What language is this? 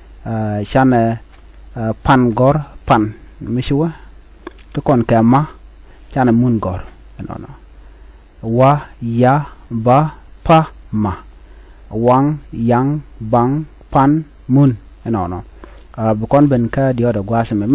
Nuer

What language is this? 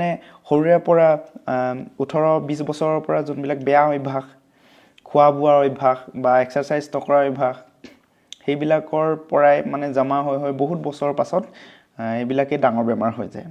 Assamese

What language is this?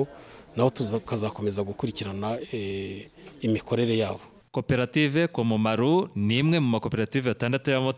Kinyarwanda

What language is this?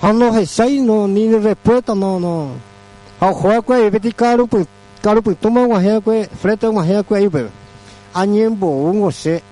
Guarani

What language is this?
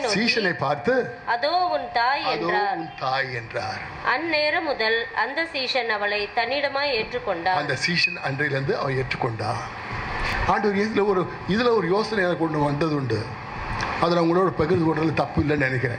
Tamil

